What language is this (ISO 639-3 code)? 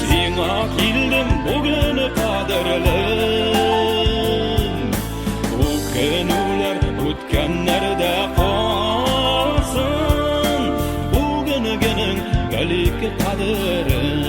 bak